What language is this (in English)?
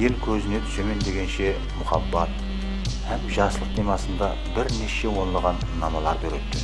Kara-Kalpak